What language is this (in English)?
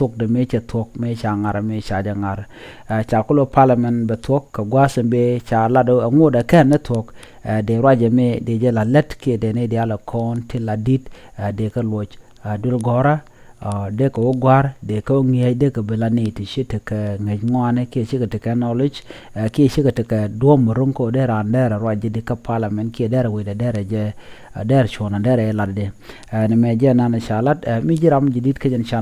Nuer